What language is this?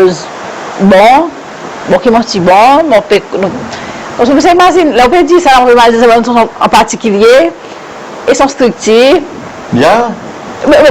Seselwa Creole French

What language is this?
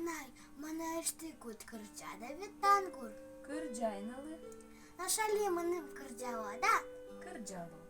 Udmurt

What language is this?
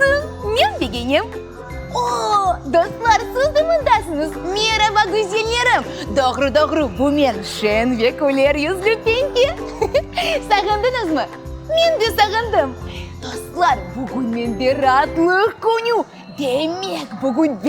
Crimean Tatar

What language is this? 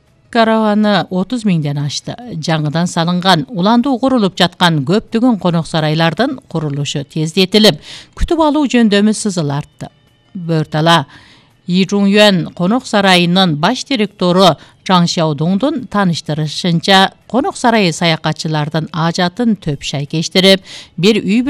Kyrgyz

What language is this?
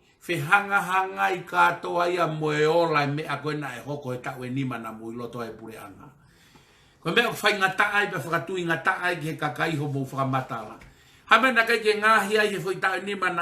Tongan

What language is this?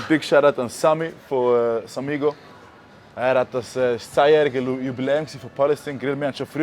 Swiss German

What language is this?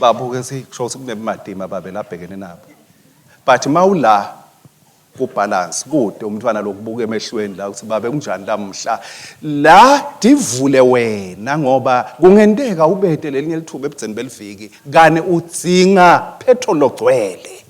Swati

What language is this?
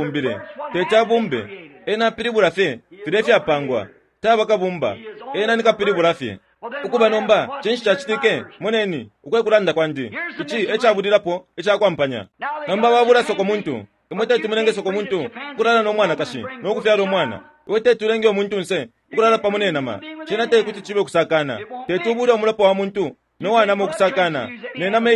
Bemba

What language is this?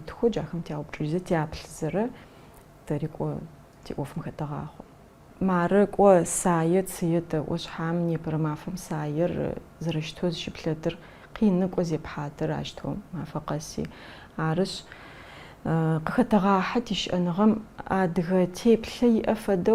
Adyghe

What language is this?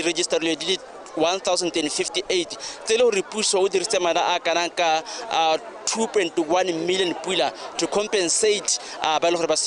Tswana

